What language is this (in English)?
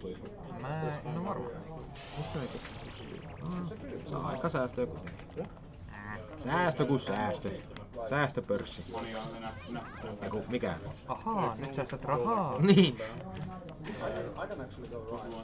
Finnish